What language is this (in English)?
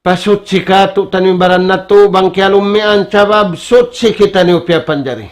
Tausug